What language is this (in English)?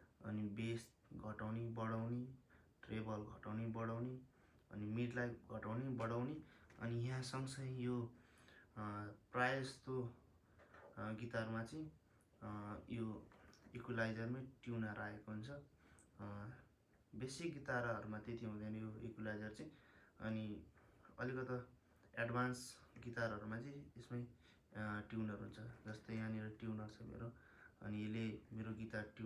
Nepali